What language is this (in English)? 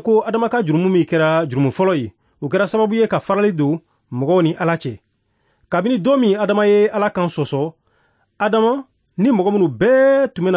Bambara